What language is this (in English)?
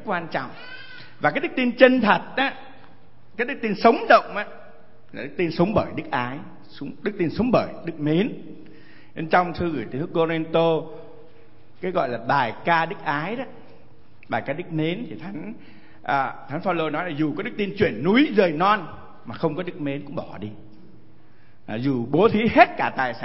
Vietnamese